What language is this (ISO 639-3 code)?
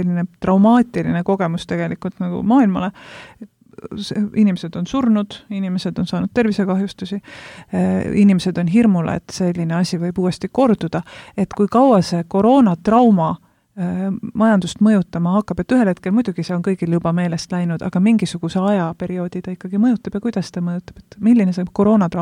est